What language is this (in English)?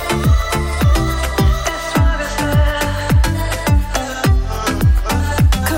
Danish